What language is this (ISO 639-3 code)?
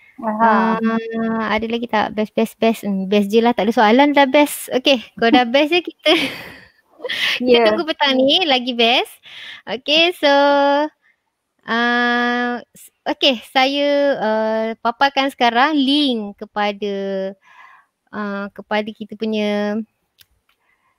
msa